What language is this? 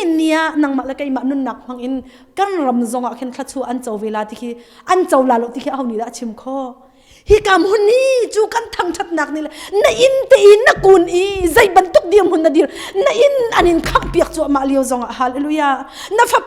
Hakha Chin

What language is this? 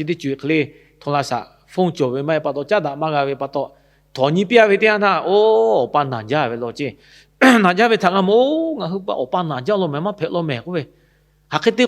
Lahu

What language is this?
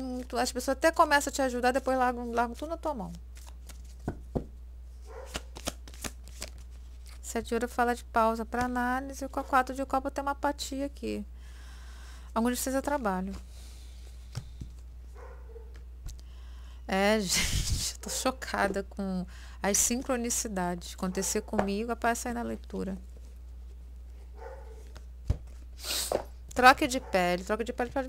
Portuguese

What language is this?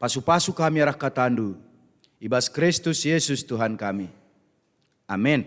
Batak Karo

